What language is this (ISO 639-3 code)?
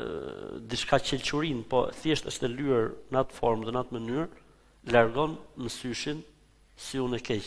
sqi